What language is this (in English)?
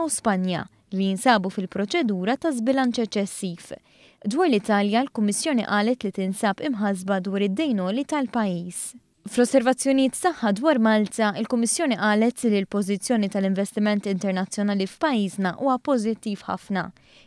Maltese